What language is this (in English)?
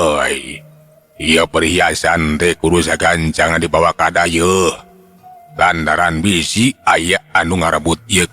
Sundanese